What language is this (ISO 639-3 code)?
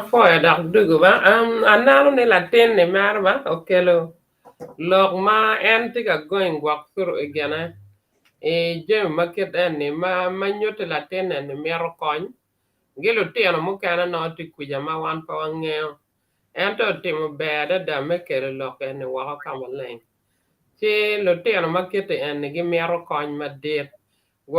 ach